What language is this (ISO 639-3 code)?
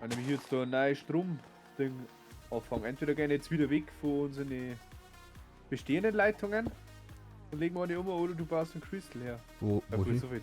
bar